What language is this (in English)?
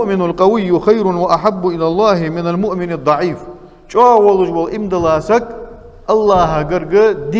Ingush